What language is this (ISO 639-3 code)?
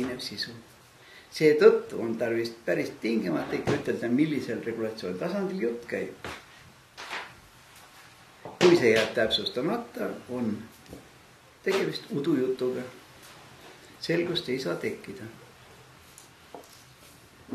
est